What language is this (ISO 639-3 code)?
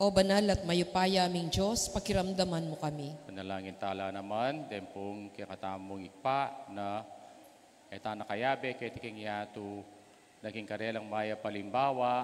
pam